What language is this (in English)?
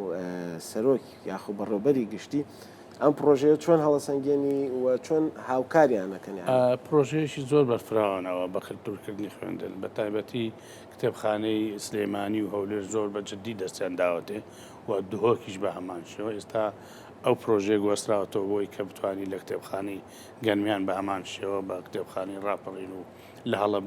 Central Kurdish